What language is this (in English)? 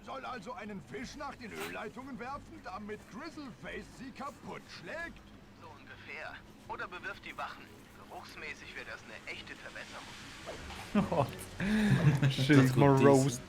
Swiss German